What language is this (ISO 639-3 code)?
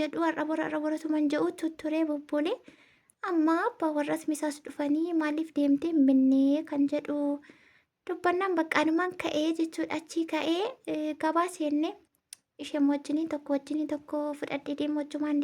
orm